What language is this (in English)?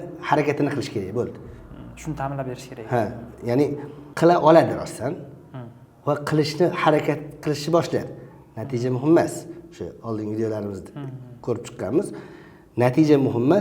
Uzbek